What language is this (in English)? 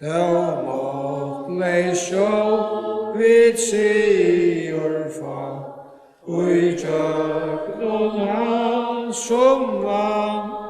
Faroese